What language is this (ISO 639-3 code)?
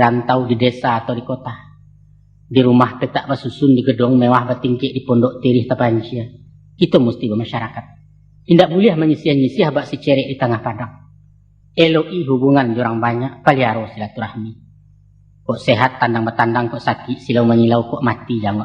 min